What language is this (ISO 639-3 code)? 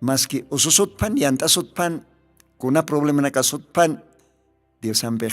aym